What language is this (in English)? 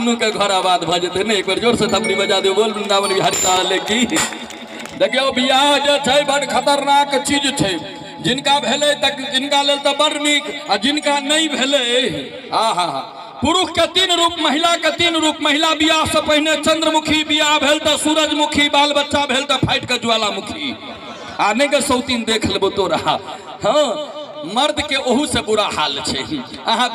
Maithili